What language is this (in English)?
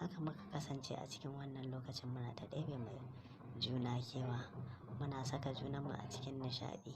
Hausa